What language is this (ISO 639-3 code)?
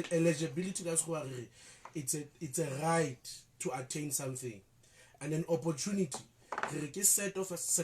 sot